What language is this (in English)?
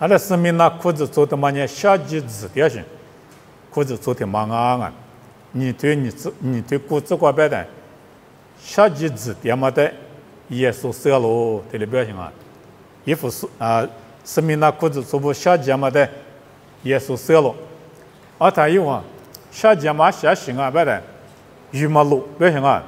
Lisu